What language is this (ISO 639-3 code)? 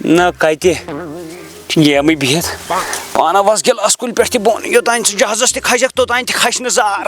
kas